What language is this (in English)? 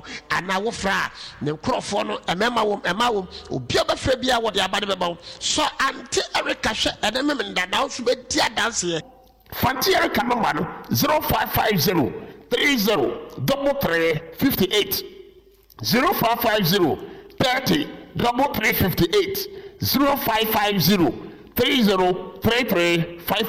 Akan